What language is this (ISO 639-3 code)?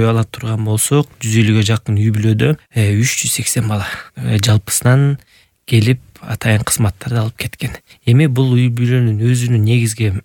kir